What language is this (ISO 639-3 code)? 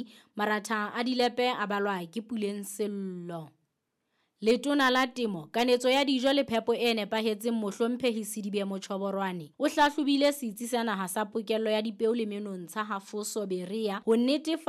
sot